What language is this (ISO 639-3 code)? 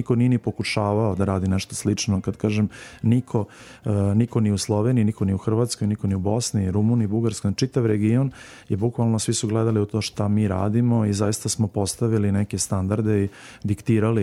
srp